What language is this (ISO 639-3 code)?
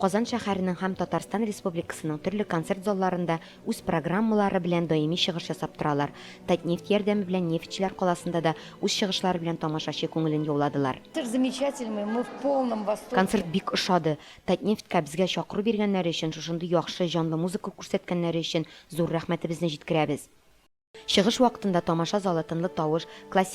tat